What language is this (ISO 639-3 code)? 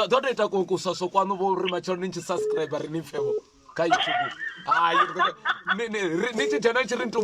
ven